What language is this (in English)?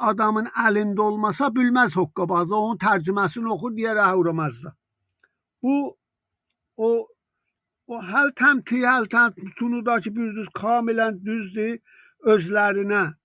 South Azerbaijani